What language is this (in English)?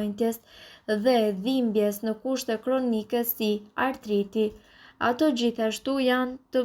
Albanian